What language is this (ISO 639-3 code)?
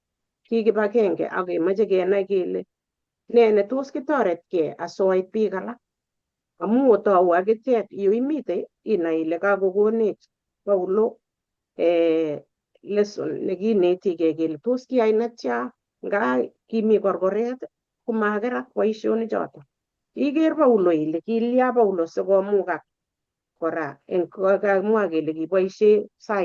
kln